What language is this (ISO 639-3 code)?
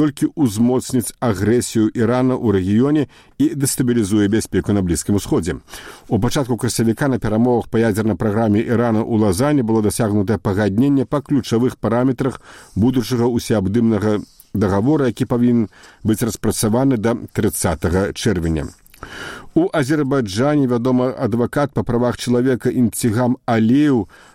bel